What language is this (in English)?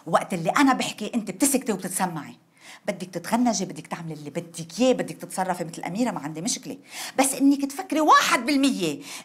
North Levantine Arabic